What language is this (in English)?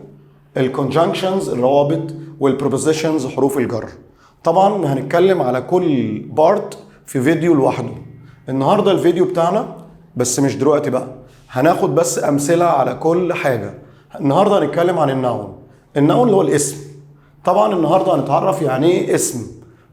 Egyptian Arabic